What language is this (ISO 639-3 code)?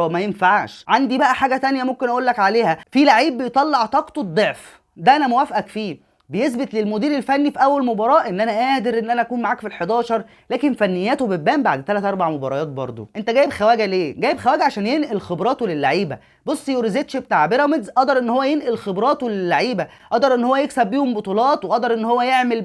arz